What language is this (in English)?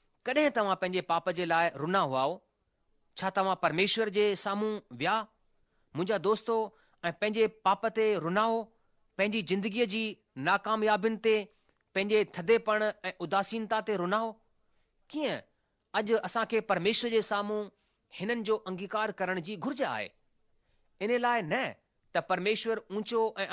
Sindhi